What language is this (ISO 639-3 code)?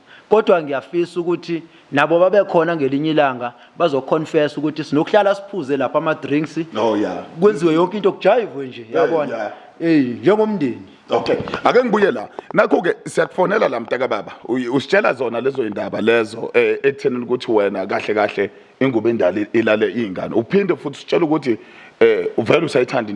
zul